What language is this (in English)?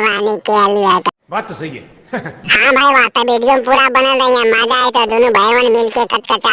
Magahi